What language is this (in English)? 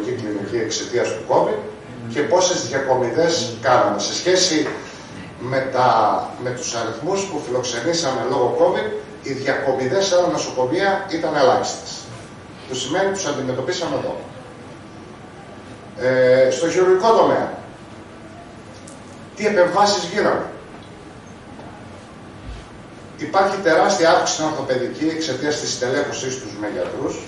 Greek